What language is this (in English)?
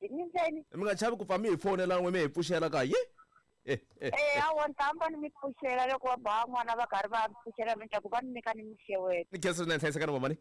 Tsonga